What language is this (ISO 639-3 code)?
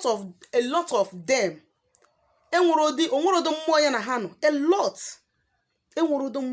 ibo